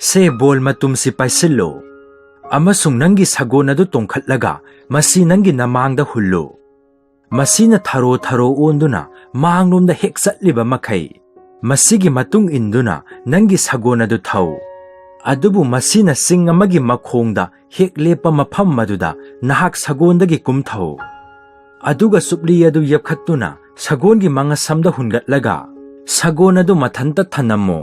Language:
Manipuri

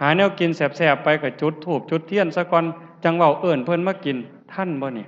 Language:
Lao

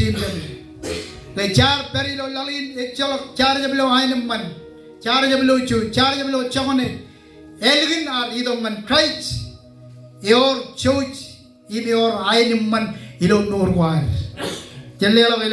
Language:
Marshallese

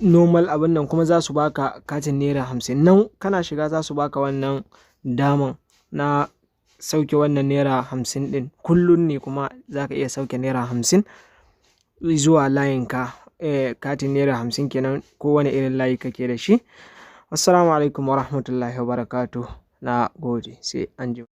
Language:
Hausa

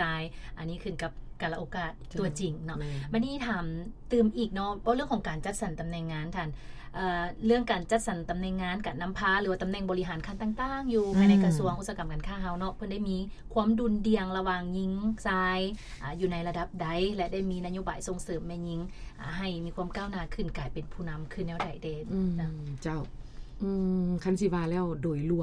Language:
Lao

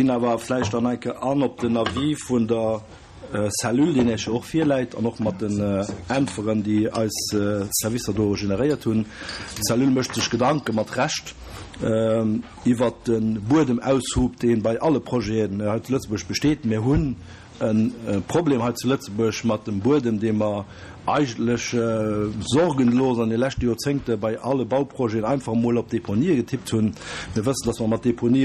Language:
Luxembourgish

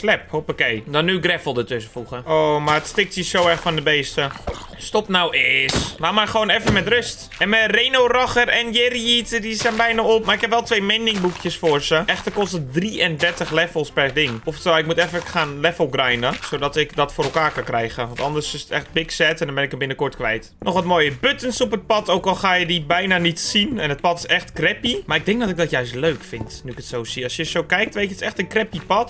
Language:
Dutch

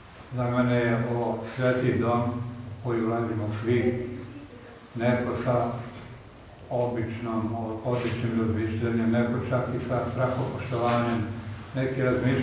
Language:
Serbian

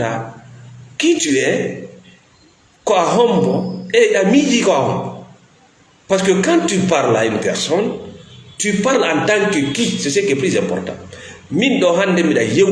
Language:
Fula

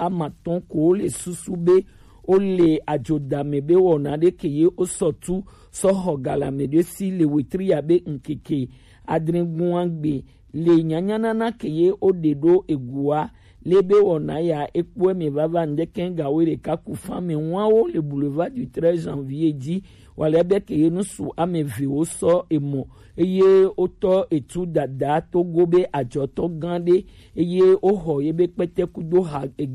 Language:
Gen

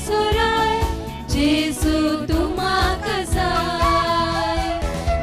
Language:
Konkani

